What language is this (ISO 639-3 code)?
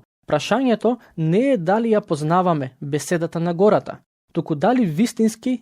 mkd